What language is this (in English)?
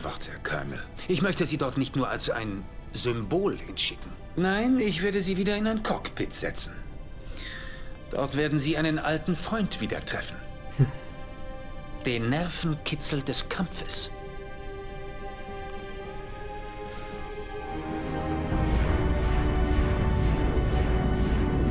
German